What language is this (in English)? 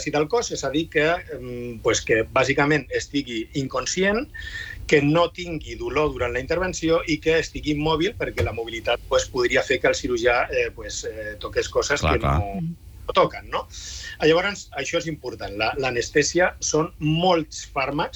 Catalan